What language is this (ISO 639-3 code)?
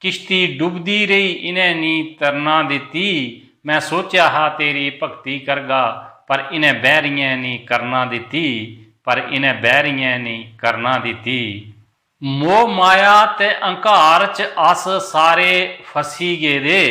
doi